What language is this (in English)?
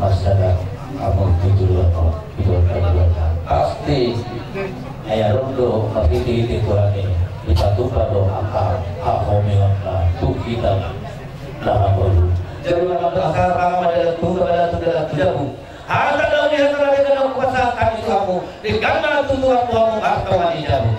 Batak Toba